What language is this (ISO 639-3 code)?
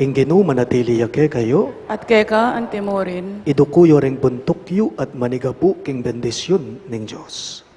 pam